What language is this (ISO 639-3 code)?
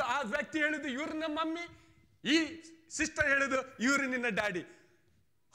kan